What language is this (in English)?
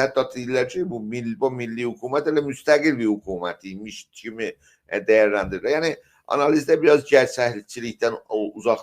South Azerbaijani